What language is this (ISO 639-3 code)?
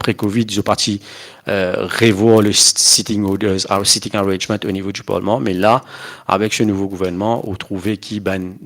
mfe